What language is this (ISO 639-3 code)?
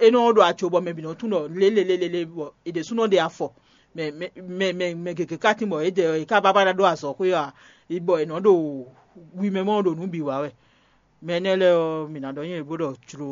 fon